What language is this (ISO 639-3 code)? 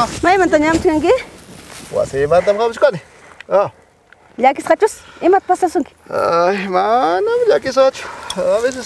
quy